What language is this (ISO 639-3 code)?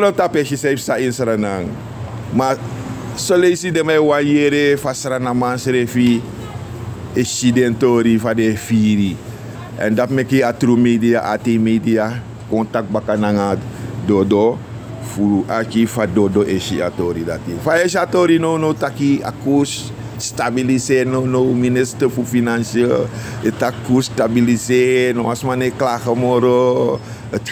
srn